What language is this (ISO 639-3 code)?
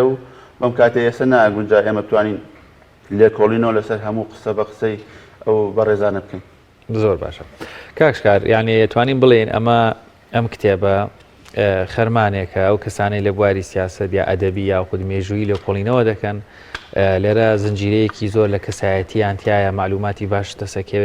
ckb